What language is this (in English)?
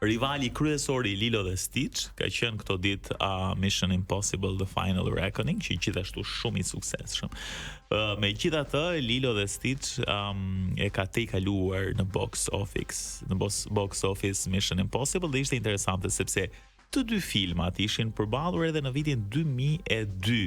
Albanian